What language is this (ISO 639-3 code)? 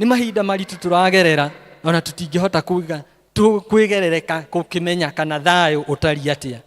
kik